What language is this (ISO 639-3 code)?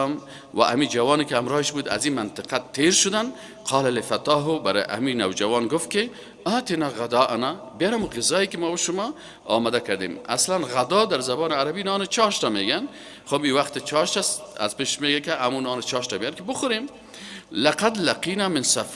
fas